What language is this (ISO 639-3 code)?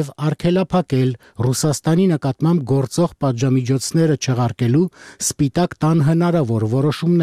hye